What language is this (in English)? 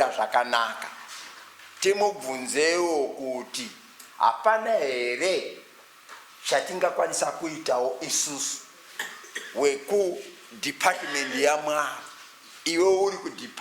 Shona